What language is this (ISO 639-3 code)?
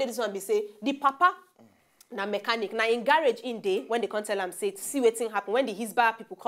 pcm